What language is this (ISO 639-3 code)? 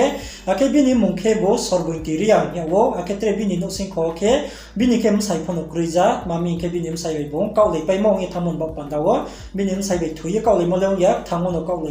ria